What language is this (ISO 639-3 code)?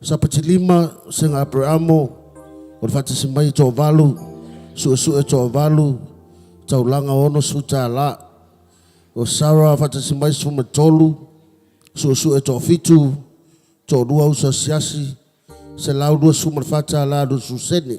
smo